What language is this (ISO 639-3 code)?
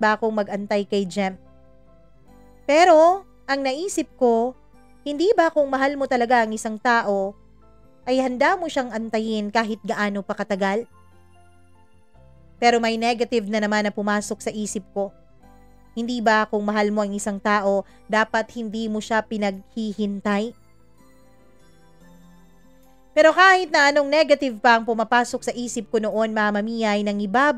fil